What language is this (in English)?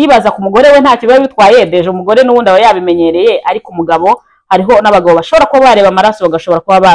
Kinyarwanda